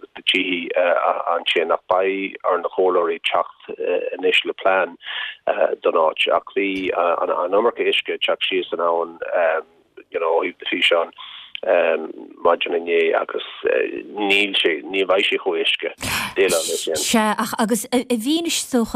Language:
Irish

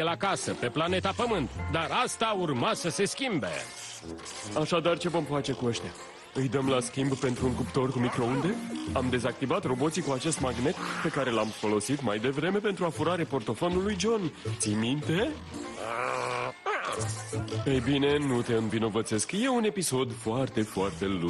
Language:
Romanian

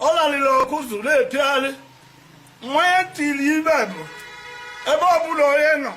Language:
Igbo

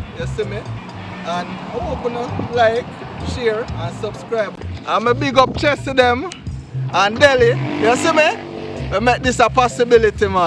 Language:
Jamaican Creole English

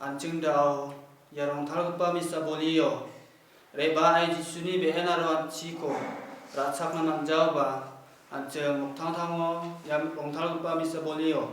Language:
Garo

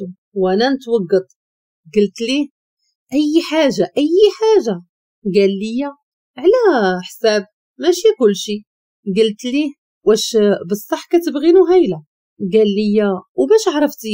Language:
Moroccan Arabic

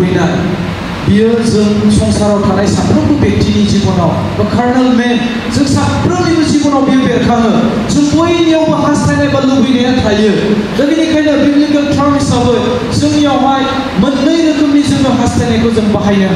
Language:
Bodo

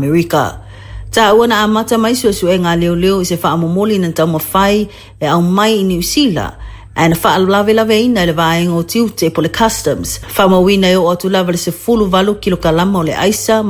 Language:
Samoan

